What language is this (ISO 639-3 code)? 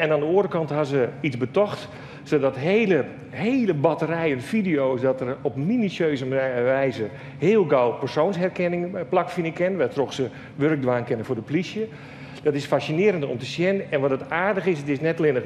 fry